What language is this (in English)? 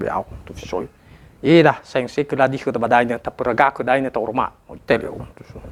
Nias